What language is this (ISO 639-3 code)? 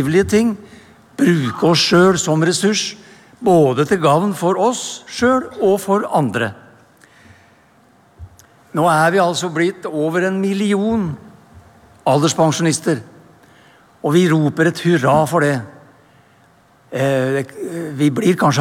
nor